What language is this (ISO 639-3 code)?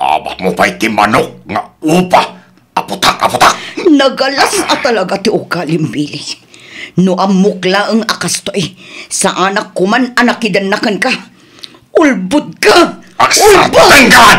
ilo